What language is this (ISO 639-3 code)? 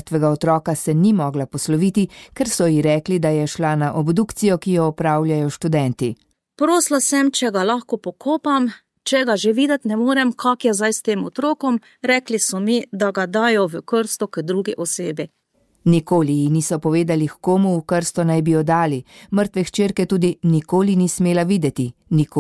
slv